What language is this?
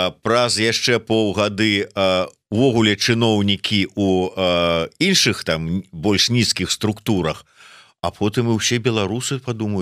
Belarusian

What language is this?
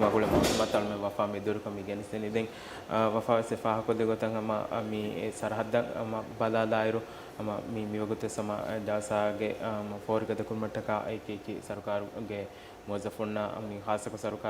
Divehi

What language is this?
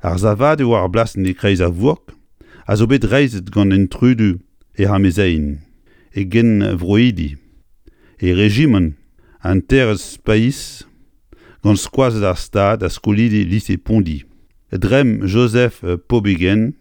Breton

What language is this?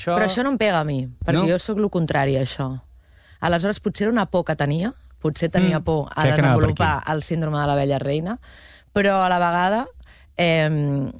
Catalan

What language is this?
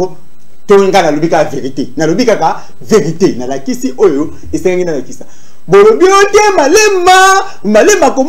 Lingala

